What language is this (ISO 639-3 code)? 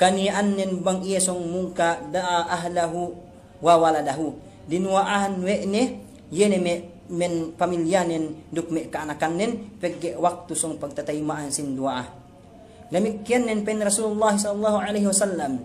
yka